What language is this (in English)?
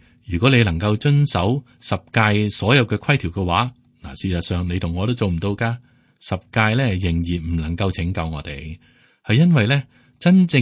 Cantonese